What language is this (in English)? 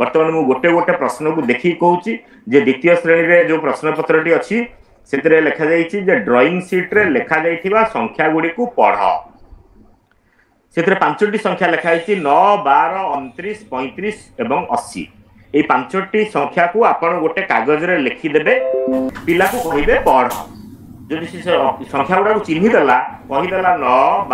Odia